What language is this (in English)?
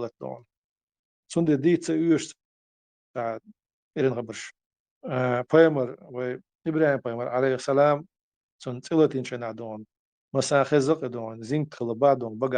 Chechen